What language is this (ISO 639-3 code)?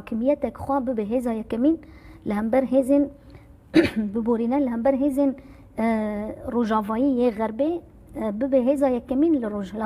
kur